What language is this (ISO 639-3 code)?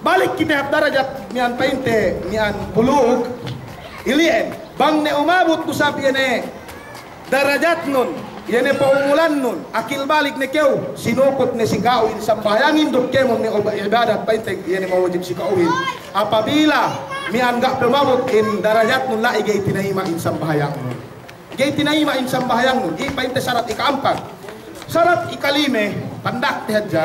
yka